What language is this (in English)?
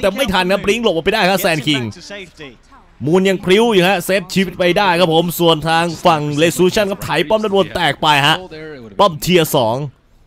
Thai